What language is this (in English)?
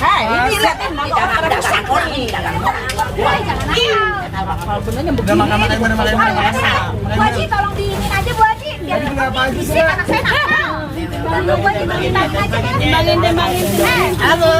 Betawi